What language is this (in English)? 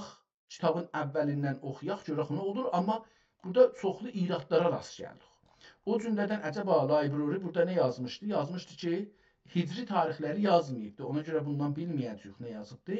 South Azerbaijani